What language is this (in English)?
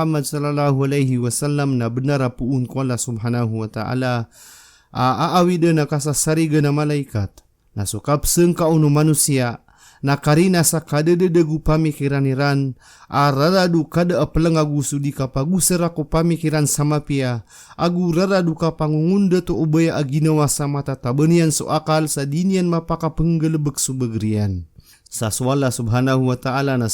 Maranao